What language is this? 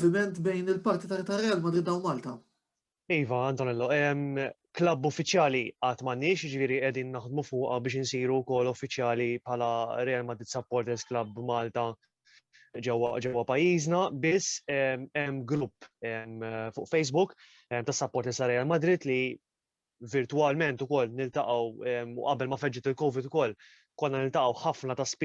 Maltese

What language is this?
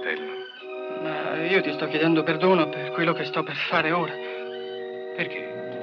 Italian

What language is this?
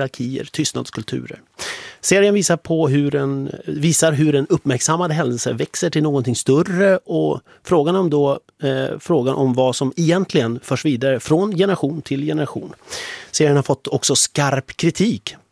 Swedish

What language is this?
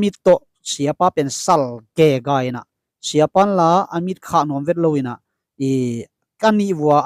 Tedim Chin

